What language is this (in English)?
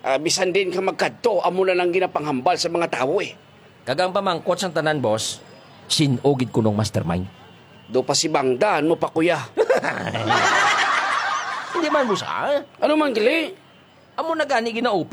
Hiligaynon